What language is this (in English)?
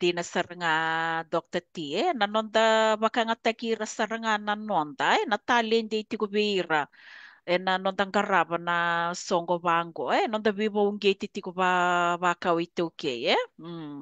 Fijian